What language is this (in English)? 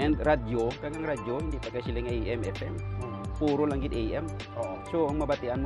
Hiligaynon